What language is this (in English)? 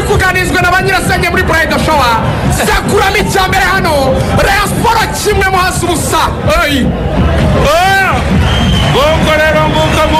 Kinyarwanda